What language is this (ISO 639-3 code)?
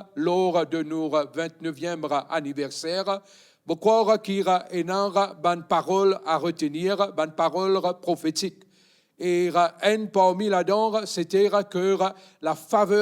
mfe